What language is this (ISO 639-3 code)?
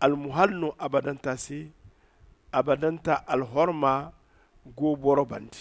dje